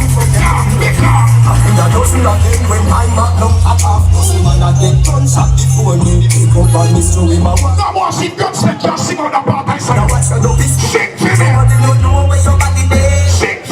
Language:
Jamaican Creole English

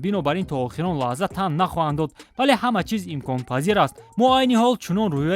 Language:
Tajik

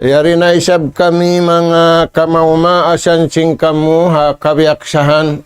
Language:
Tausug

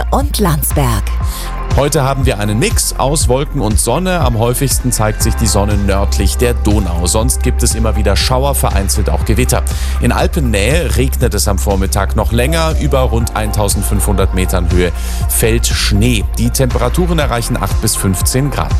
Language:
German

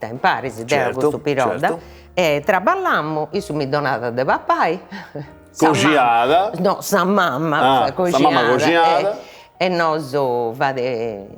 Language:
Sardinian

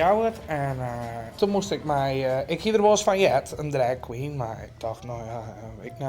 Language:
Western Frisian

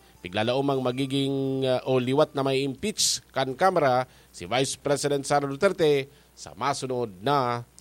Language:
Bikol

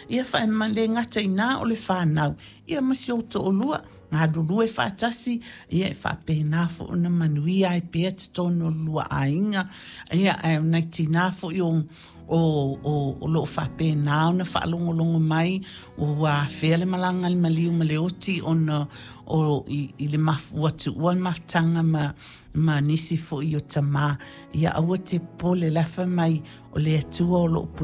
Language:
Samoan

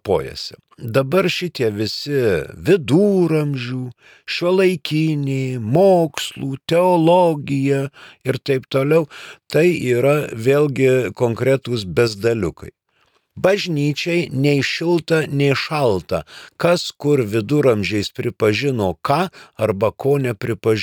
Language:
Lithuanian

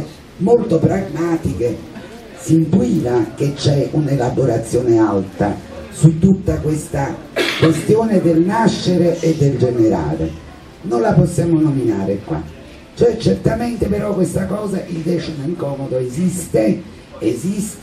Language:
Italian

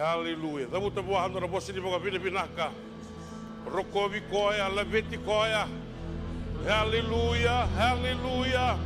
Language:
Fijian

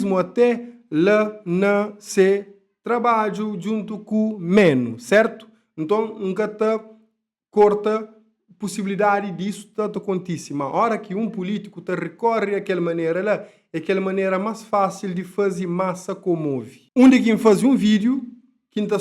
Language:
Kabuverdianu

